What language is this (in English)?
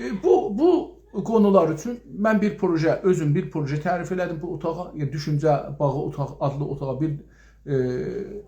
South Azerbaijani